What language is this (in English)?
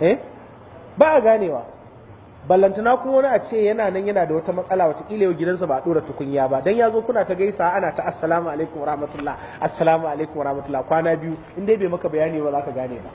Hausa